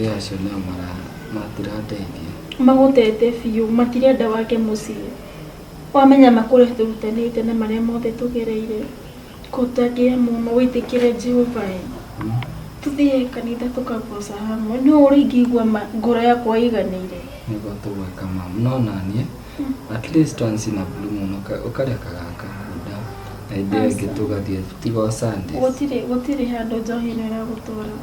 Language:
Kikuyu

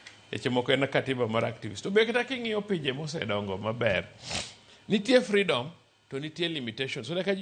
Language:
Luo (Kenya and Tanzania)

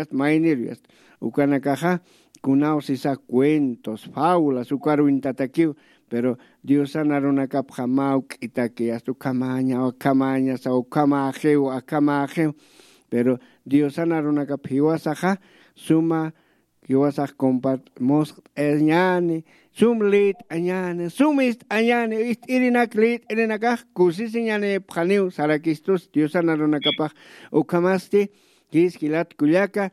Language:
Aymara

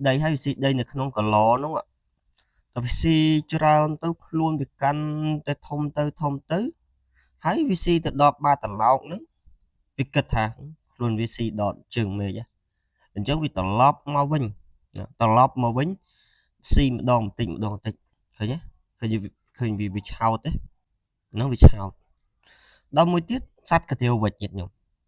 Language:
Khmer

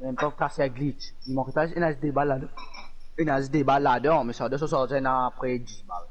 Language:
Morisyen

